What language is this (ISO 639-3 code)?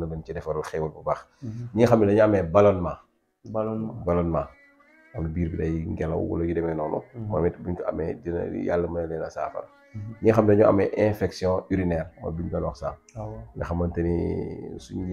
wol